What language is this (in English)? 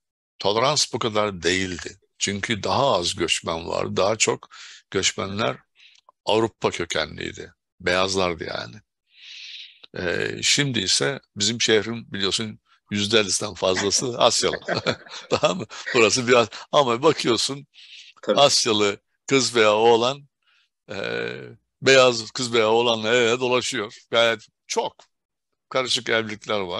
Turkish